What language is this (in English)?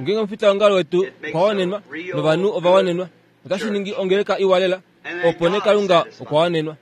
Kuanyama